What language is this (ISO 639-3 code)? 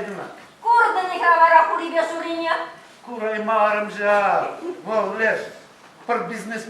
chv